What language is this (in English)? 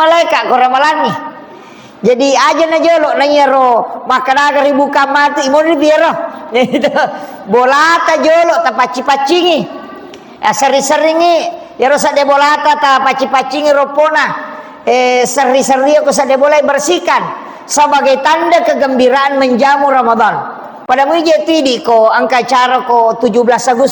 Buginese